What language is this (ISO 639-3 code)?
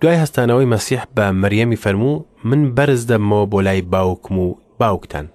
ckb